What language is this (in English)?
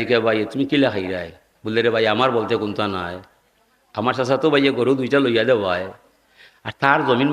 Sylheti